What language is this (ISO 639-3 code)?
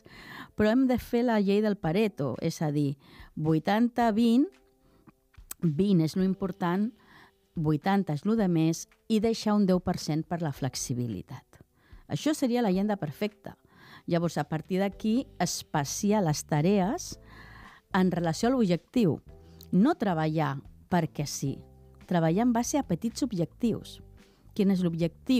cat